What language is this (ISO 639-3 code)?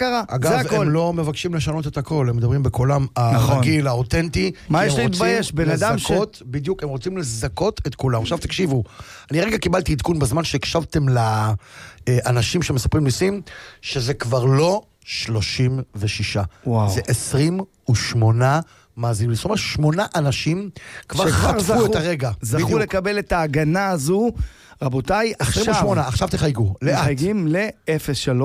heb